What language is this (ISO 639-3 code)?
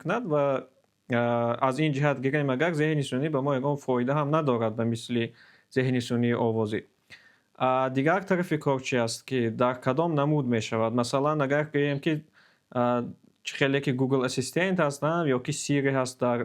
tgk